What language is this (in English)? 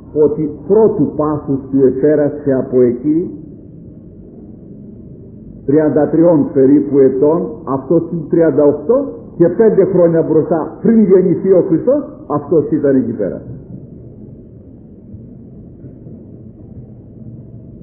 Greek